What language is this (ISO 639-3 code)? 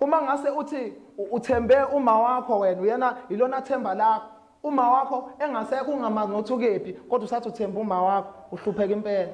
zul